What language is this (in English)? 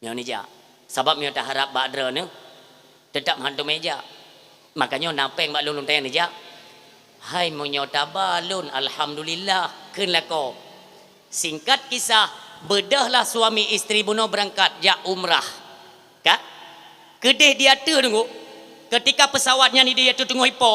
Achinese